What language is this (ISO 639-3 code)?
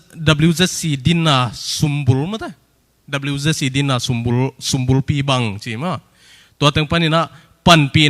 ctd